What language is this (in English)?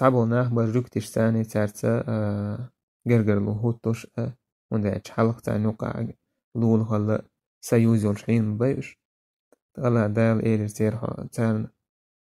Chechen